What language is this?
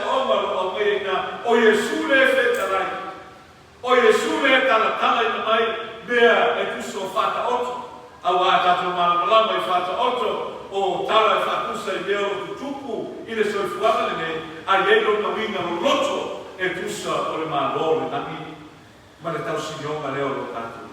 Samoan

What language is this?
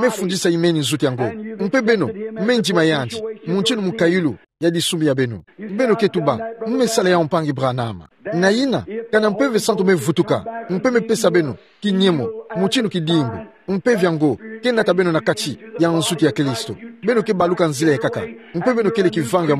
Kituba (Democratic Republic of Congo)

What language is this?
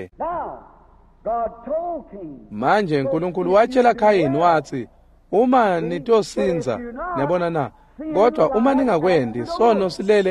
Swati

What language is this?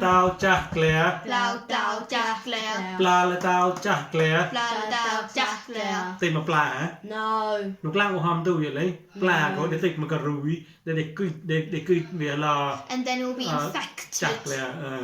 Mon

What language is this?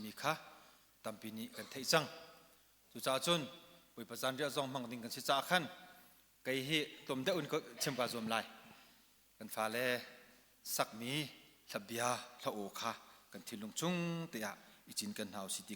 Hakha Chin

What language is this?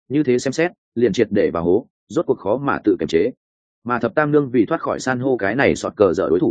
Vietnamese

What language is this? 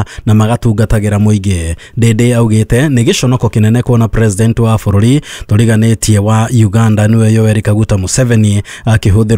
Kikuyu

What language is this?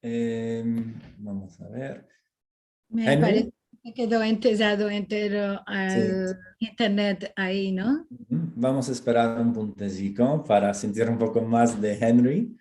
Ladino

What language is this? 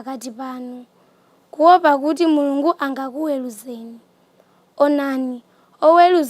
Nyanja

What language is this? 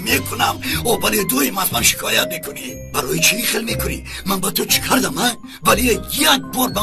Tajik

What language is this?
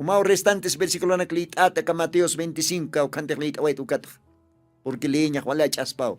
Aymara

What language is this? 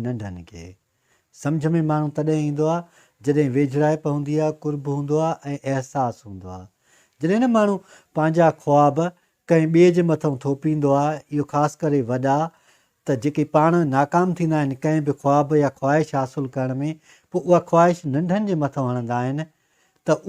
Sindhi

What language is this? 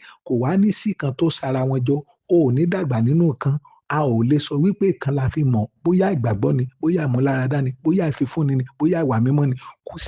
Yoruba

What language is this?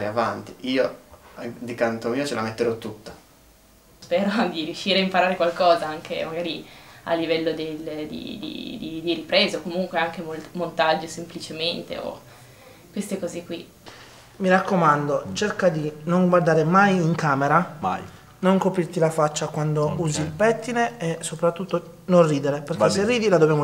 Italian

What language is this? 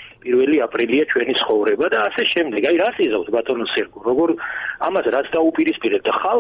Georgian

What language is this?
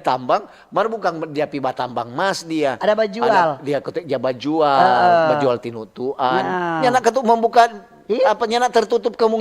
Manado Malay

